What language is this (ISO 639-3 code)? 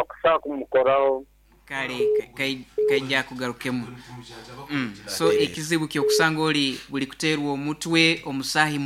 nyo